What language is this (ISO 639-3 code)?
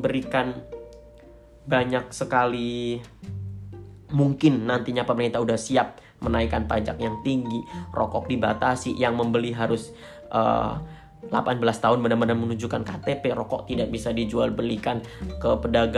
ind